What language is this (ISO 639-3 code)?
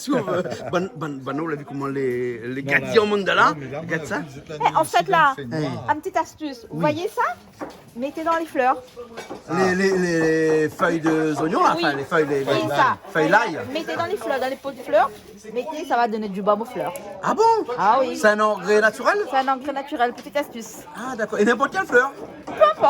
rcf